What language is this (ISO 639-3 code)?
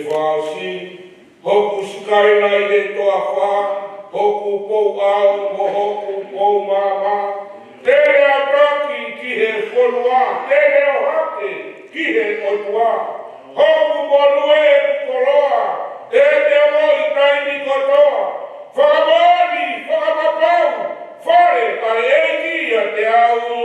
ton